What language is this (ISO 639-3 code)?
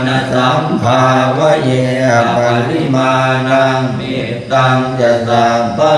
pli